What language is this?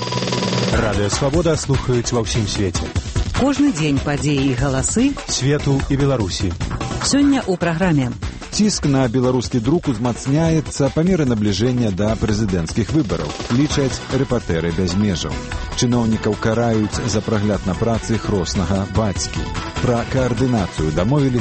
Belarusian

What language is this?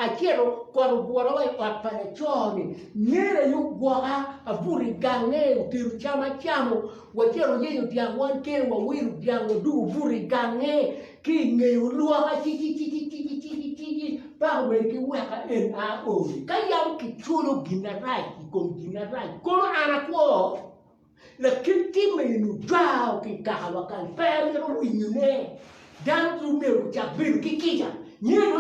Acoli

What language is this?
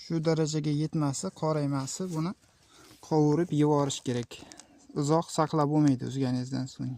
Uzbek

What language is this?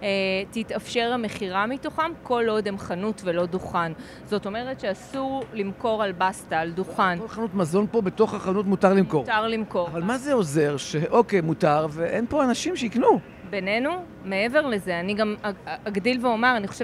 Hebrew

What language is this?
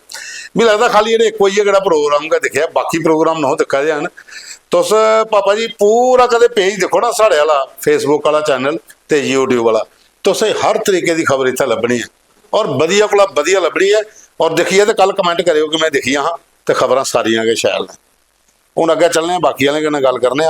Dogri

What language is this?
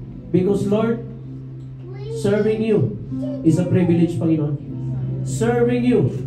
Filipino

